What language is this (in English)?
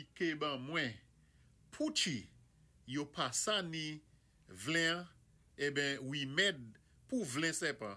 Saint Lucian Creole French